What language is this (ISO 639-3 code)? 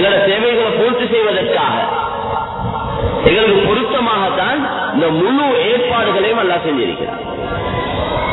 tam